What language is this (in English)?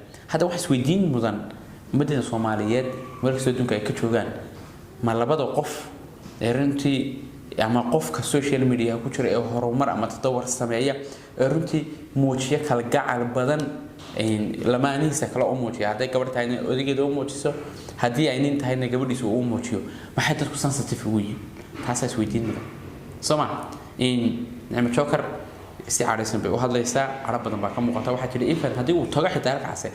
Somali